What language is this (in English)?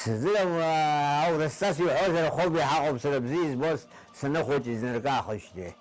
Abkhazian